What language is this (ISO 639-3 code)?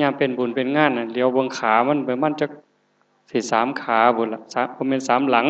tts